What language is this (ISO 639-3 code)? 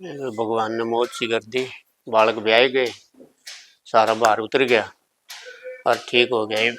bgc